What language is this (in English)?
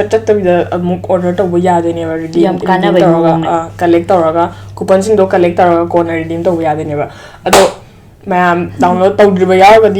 Manipuri